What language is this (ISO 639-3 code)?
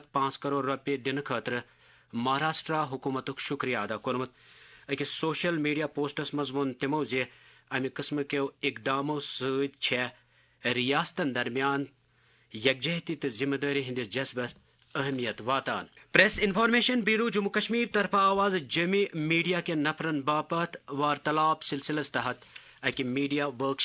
kas